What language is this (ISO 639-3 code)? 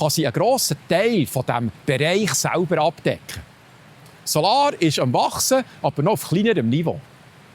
gsw